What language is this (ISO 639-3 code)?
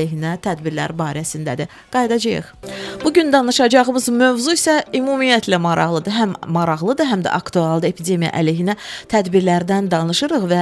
aze